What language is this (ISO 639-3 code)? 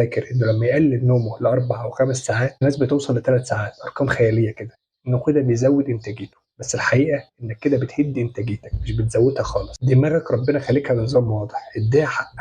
arz